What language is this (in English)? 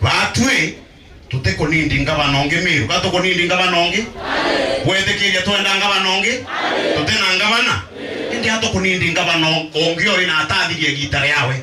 Meru